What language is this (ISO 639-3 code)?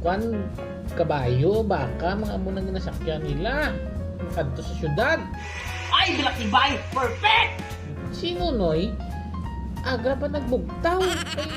hil